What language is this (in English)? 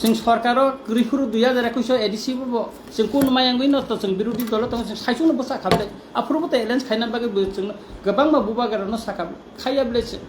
Kok Borok